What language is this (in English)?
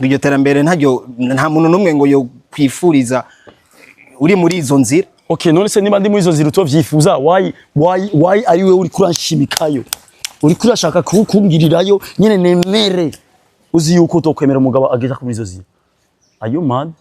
Rundi